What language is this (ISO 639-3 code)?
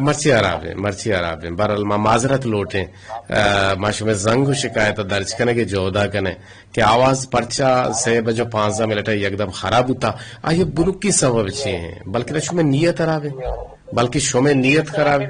bgp